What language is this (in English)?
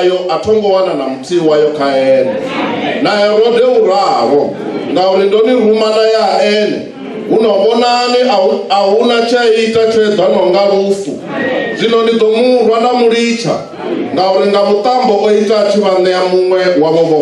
Venda